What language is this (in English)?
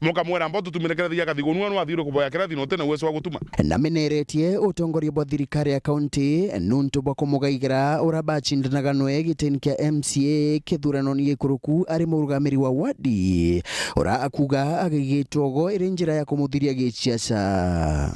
Meru